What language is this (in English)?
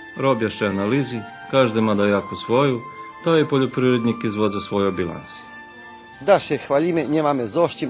Rusyn